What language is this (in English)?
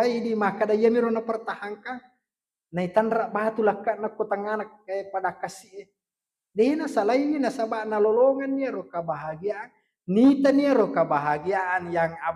Buginese